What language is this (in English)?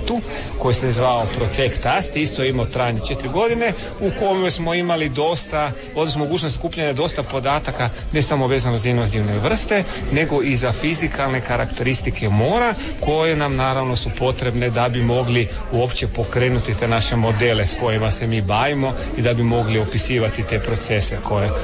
Croatian